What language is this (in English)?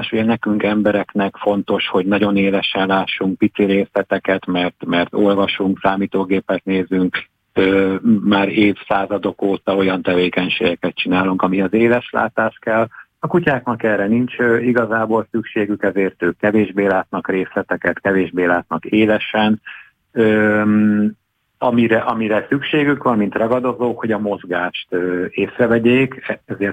Hungarian